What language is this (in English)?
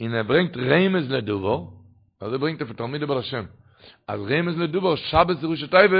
Yiddish